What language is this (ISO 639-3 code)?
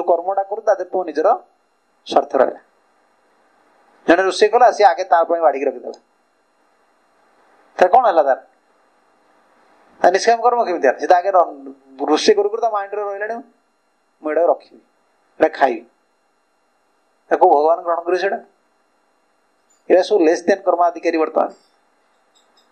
ori